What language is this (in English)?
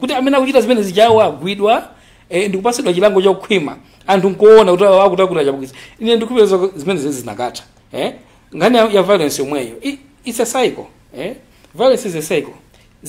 Nyanja